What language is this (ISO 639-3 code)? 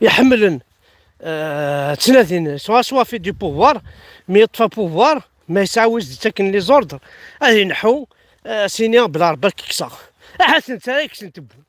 kab